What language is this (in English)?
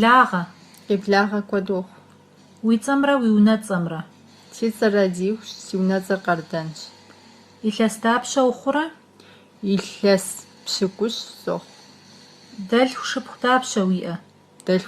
Kabardian